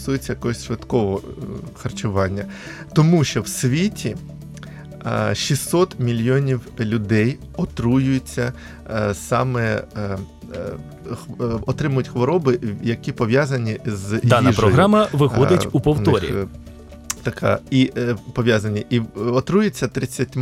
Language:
Ukrainian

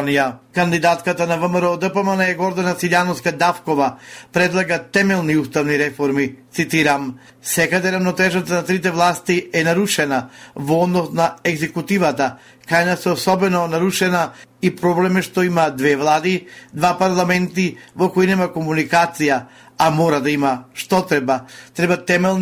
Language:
Macedonian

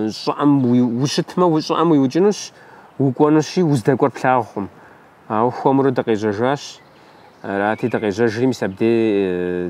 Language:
Kabardian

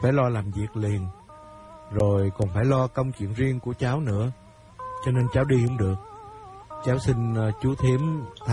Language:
Vietnamese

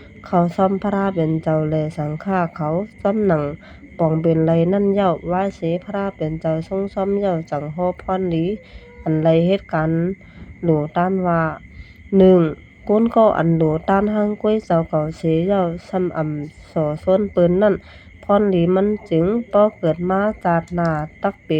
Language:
Shan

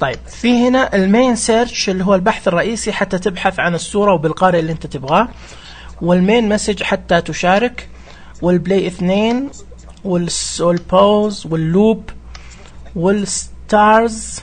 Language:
Najdi Arabic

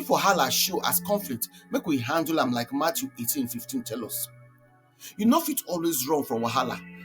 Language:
Nigerian Pidgin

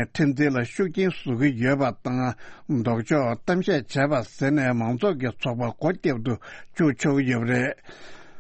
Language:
Tibetan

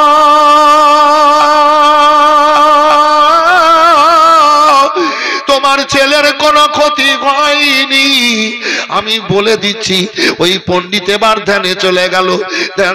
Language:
Bangla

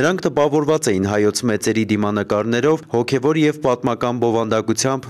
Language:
Armenian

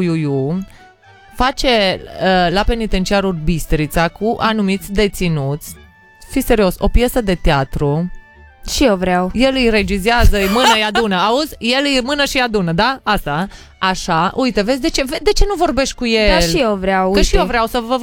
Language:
Romanian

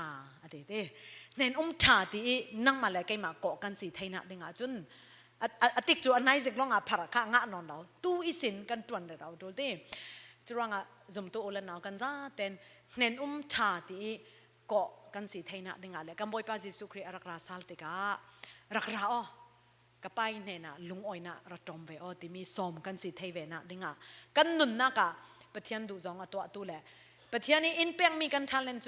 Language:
Falam Chin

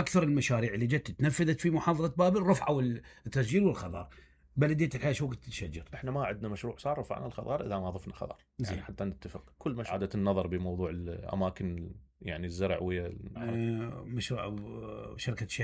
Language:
Mesopotamian Arabic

